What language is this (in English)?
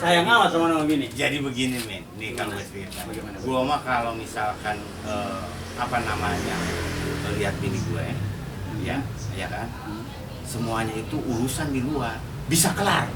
Betawi